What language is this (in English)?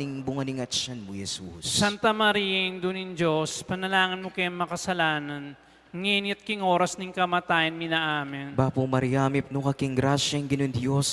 Pampanga